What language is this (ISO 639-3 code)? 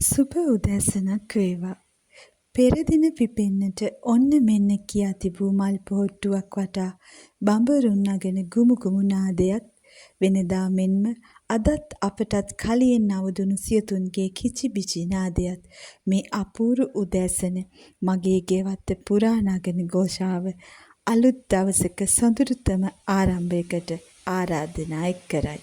sin